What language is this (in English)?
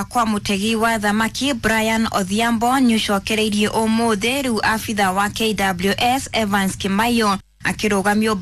Kikuyu